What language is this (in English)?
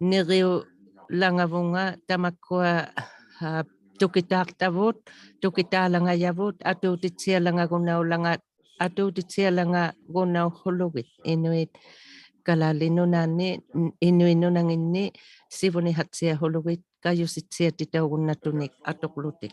Inuktitut